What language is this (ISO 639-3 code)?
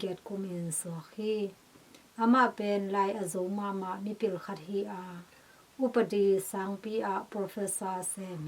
ctd